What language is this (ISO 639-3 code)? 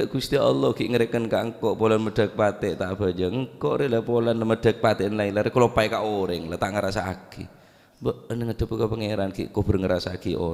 mad